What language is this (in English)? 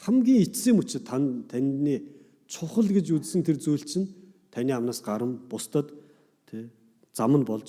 Mongolian